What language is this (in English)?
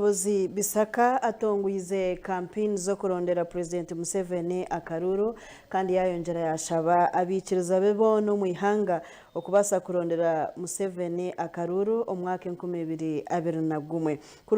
Nyankole